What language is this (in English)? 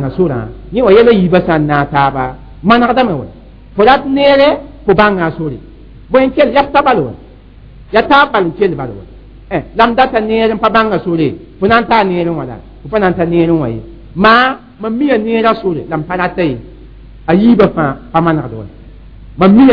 Mossi